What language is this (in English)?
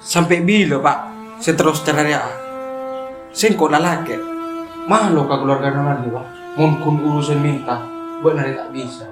Madurese